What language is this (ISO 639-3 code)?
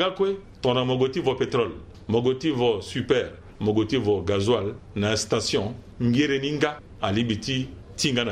sag